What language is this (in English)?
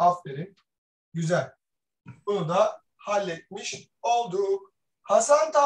Turkish